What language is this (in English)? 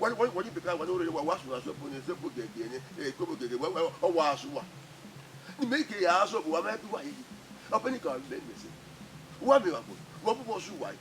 Bini